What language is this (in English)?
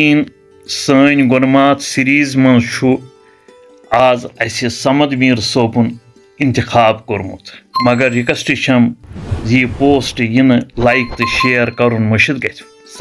Kashmiri